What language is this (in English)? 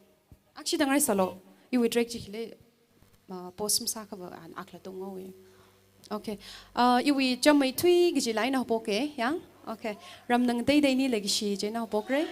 Tangkhul Naga (India)